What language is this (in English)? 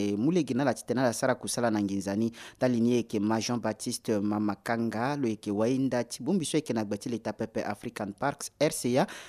Sango